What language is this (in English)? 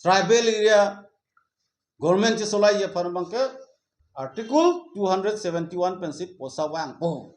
Karbi